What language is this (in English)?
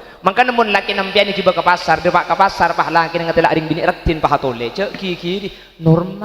Madurese